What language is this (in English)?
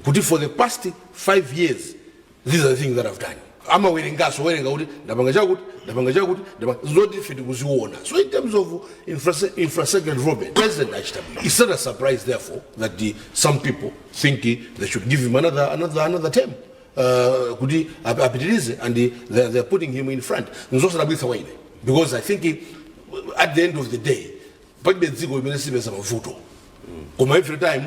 Nyanja